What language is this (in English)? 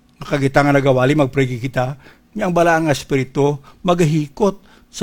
Hiligaynon